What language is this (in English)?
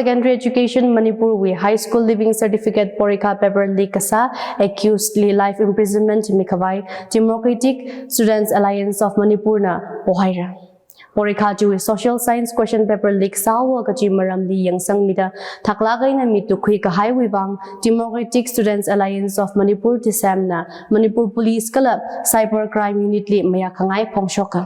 Tangkhul Naga (India)